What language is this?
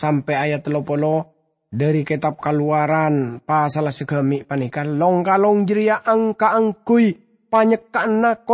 Madurese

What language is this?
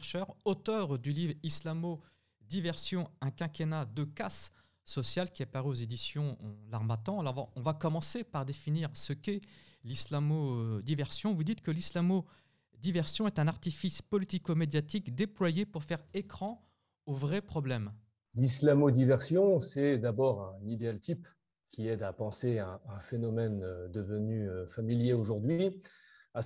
French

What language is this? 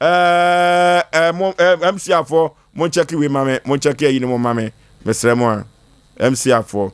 Akan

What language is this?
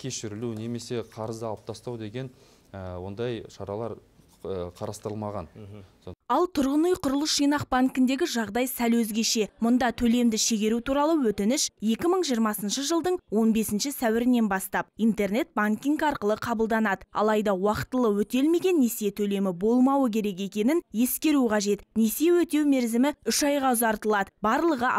Kazakh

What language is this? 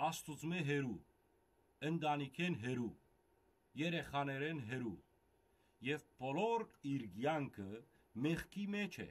Western Armenian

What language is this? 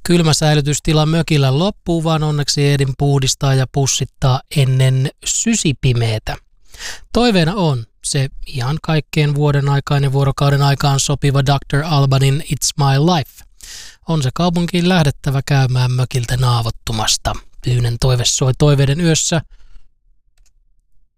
Finnish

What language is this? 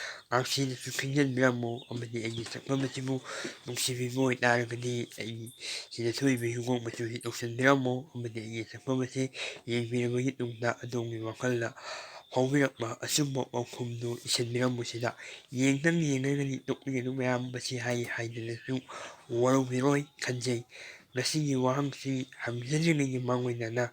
Manipuri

